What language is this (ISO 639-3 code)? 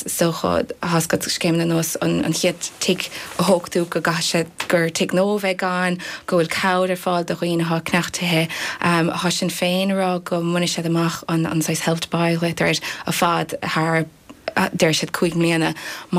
gle